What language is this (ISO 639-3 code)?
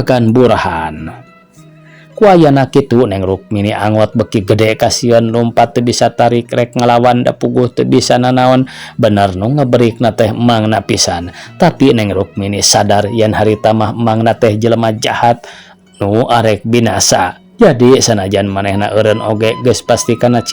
sun